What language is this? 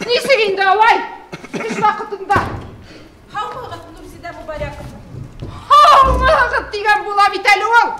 Bashkir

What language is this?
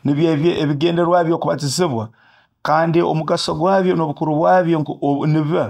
Nyoro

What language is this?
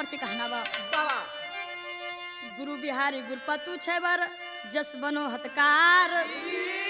Bhojpuri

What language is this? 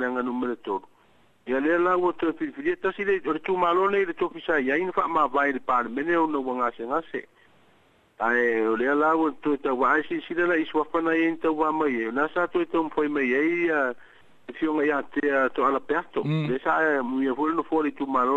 Samoan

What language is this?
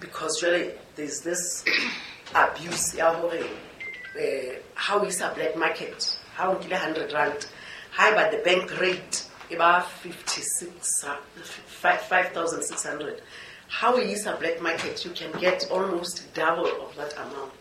Southern Sotho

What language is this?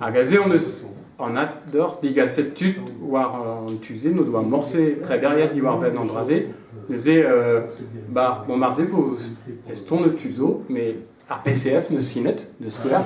Breton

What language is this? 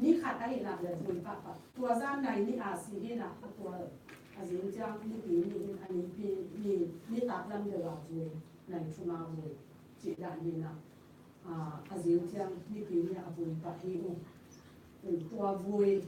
Tedim Chin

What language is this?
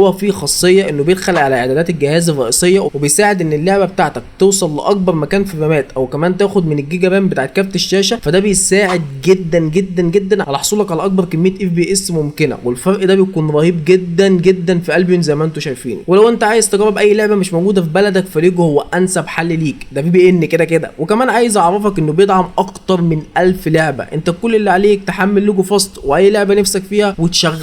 Egyptian Arabic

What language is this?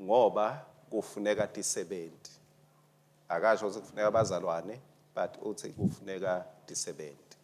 Swati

